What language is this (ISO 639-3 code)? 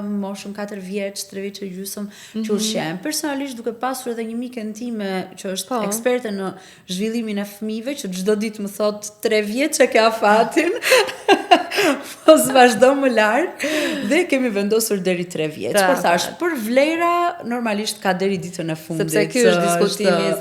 sqi